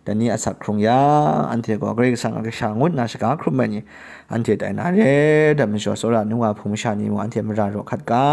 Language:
Kachin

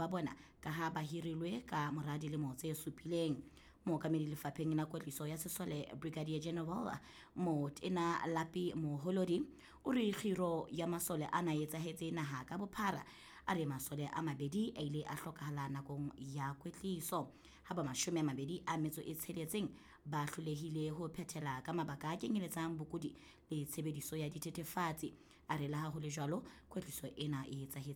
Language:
Southern Sotho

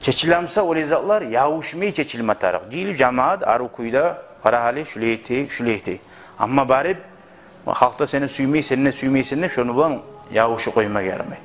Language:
Kumyk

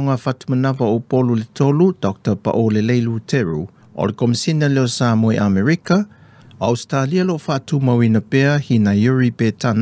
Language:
Samoan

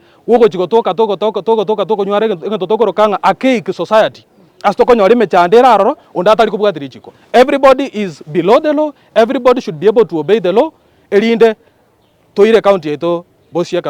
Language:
Gusii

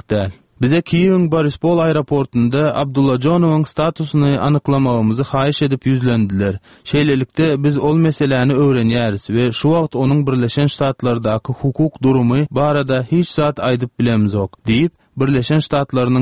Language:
Turkmen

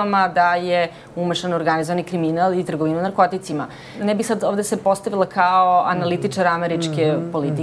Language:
Serbian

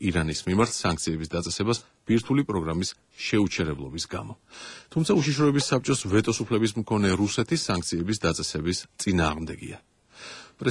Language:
Georgian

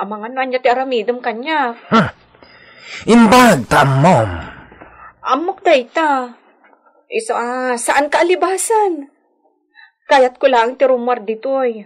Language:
Iloko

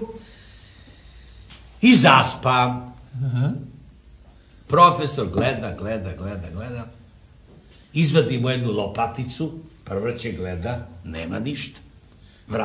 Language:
Serbian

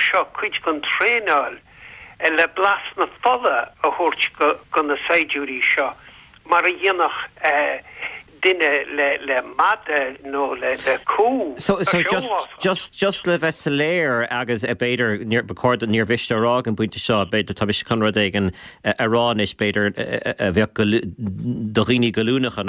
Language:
Irish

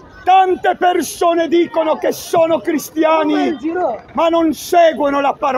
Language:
Italian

